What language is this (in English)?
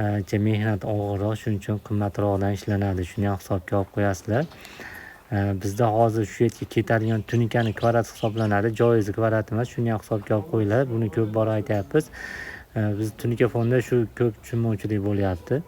Uzbek